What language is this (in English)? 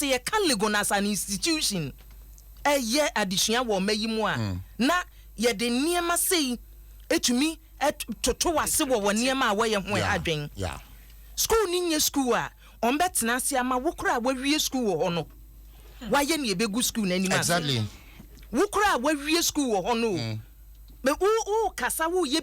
Akan